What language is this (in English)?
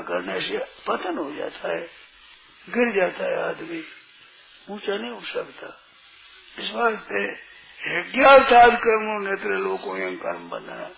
Hindi